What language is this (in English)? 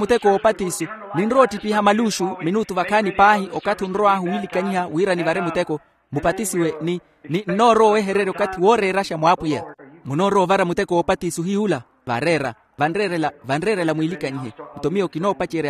Makhuwa